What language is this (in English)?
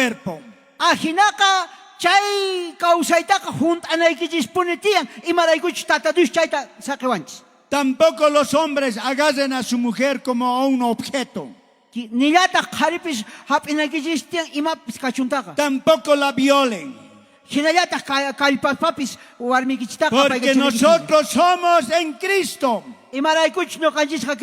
South Bolivian Quechua